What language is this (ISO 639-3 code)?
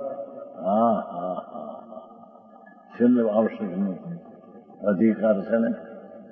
guj